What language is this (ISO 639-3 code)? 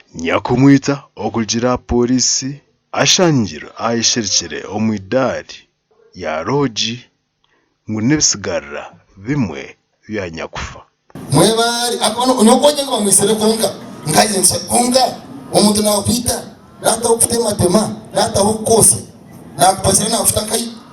nyn